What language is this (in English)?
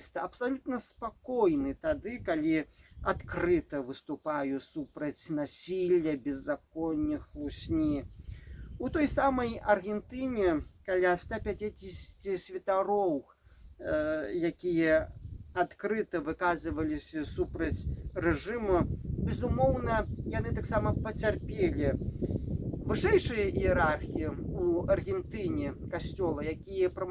Belarusian